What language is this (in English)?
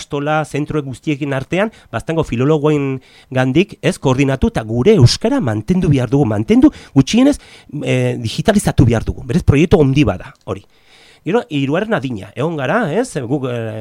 Basque